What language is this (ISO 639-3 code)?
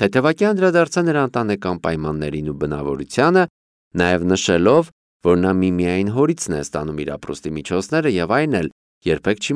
hye